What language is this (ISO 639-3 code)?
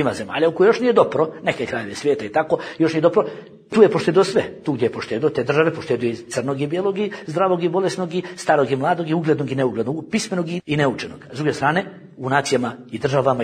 bos